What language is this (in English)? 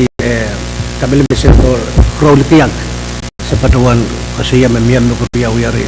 Pohnpeian